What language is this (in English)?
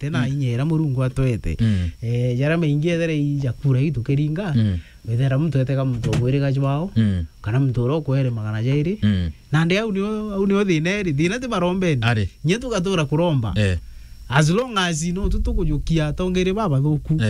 Meru